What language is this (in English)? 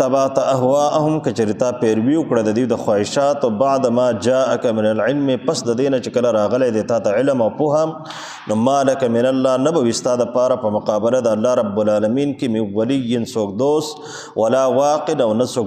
Pashto